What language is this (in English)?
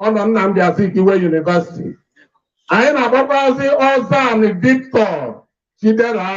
Igbo